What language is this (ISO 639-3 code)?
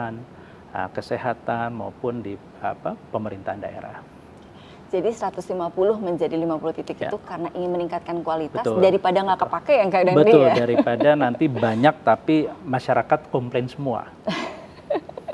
ind